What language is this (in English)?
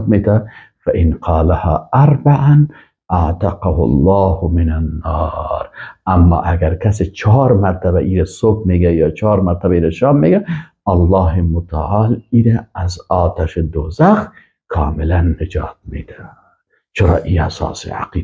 Persian